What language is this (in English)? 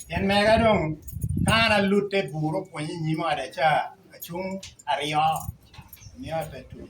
Lango (Uganda)